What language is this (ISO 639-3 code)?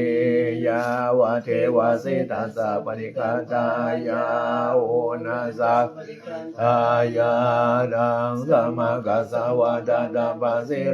pli